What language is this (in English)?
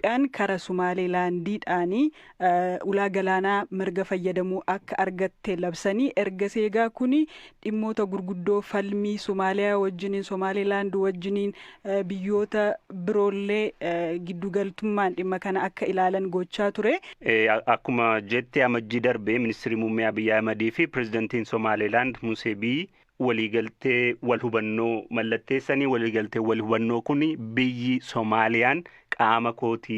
Oromo